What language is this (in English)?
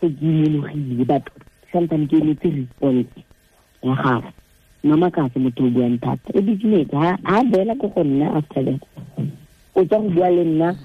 Tswana